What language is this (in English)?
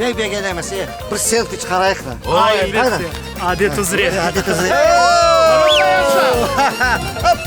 Crimean Tatar